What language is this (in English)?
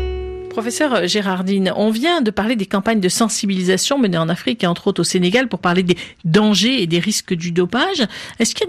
French